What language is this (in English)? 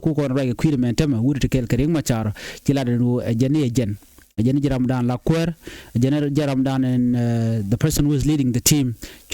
Nuer